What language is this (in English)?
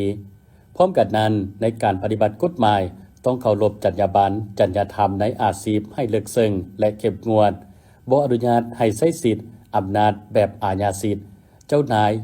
Lao